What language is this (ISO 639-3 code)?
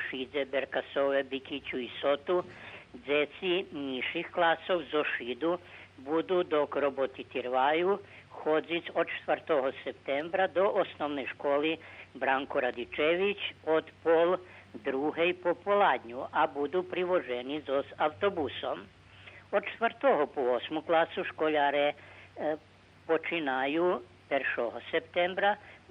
rue